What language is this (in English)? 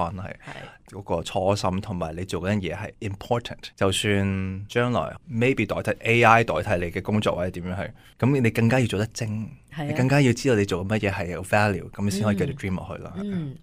Cantonese